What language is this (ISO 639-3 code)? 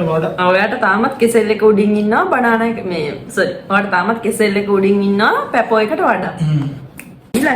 sin